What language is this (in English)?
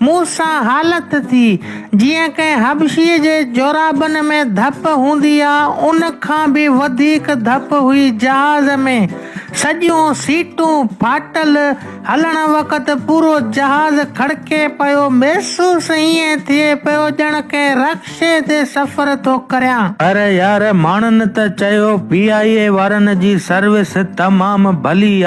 Sindhi